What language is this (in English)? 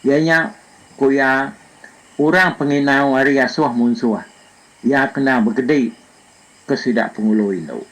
Iban